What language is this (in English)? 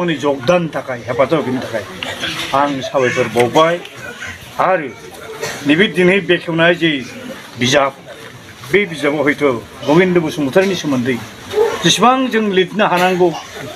Bodo